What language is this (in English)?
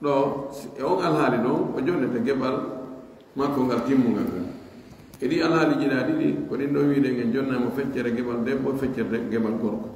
Pular